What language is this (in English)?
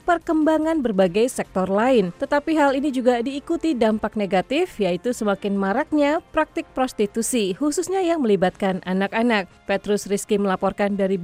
Indonesian